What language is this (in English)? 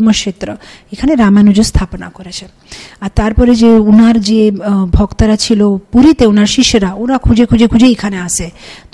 Bangla